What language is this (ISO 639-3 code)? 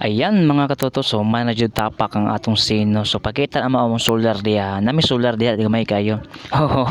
ceb